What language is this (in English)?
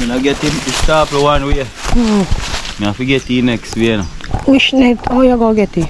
Jamaican Creole English